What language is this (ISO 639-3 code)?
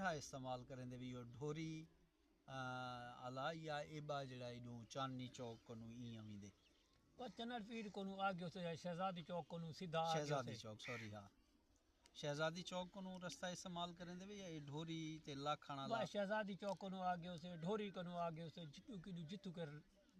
skr